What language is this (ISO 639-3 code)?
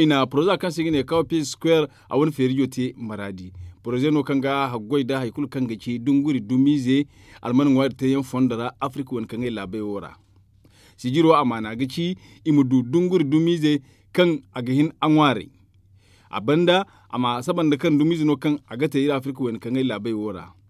dje